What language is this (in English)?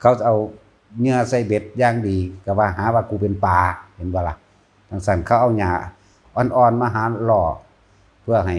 Northeastern Thai